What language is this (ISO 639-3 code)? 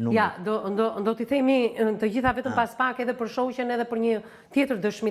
sqi